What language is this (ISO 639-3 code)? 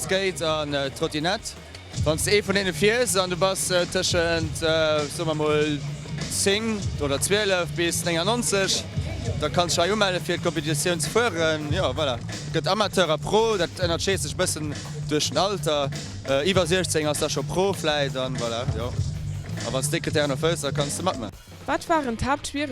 ltz